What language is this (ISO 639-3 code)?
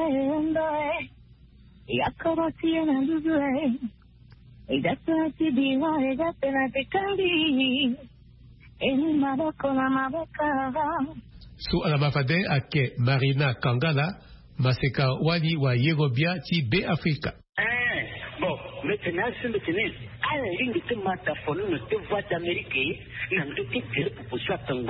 sag